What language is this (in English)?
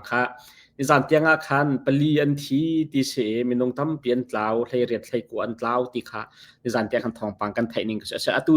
Hakha Chin